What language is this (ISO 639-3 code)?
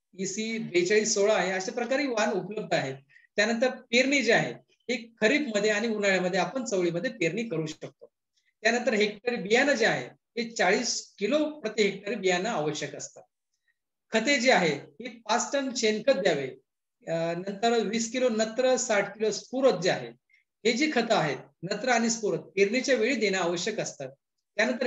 mar